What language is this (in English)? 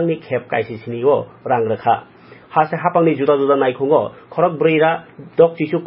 Kok Borok